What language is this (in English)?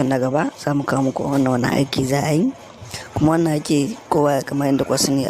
Hausa